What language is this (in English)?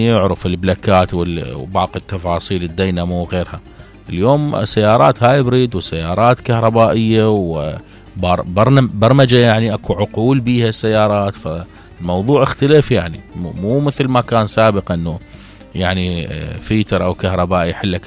Mesopotamian Arabic